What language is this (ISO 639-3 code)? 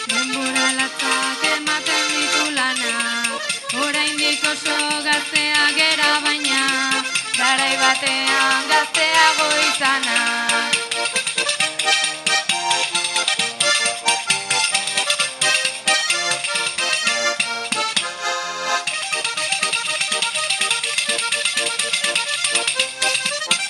eus